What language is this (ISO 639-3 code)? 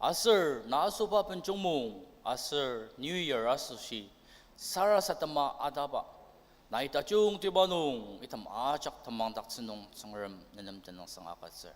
njo